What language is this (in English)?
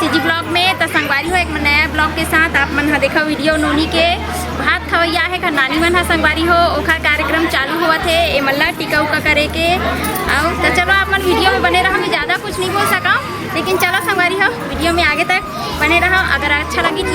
Chhattisgarhi